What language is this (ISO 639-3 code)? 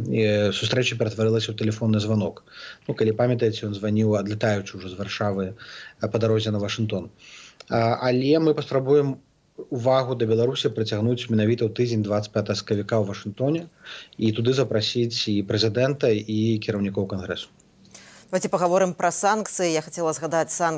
bel